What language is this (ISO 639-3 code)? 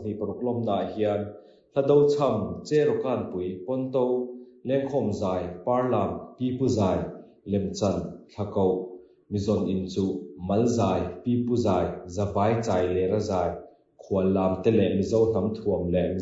lus